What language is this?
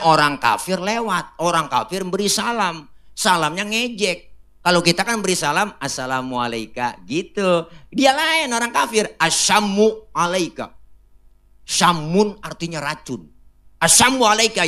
Betawi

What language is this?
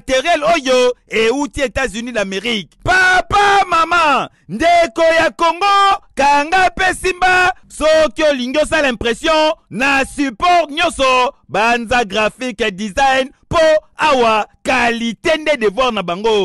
Lingala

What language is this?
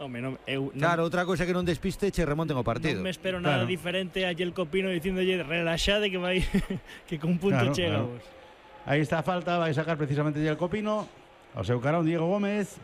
Galician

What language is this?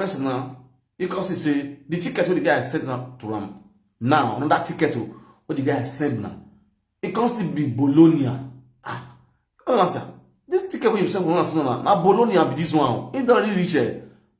Nigerian Pidgin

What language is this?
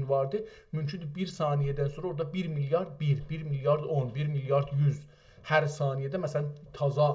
South Azerbaijani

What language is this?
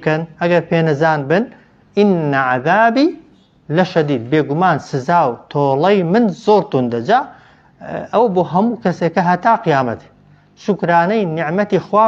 Central Kurdish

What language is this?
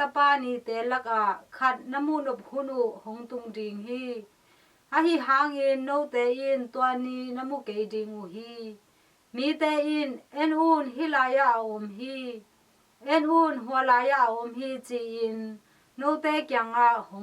Tedim Chin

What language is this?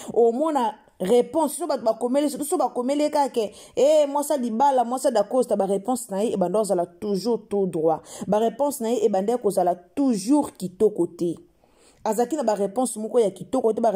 Lingala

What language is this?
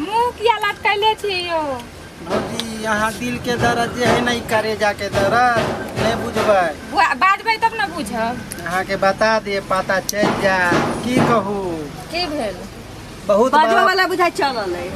Maithili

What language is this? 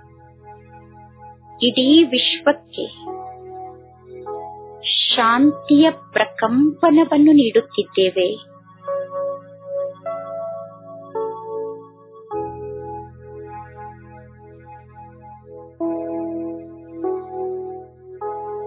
Kannada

